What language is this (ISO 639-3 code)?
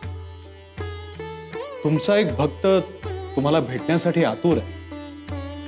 mar